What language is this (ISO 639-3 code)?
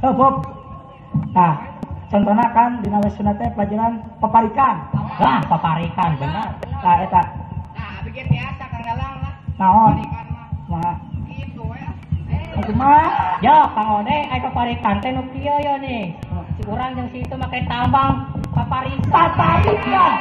sun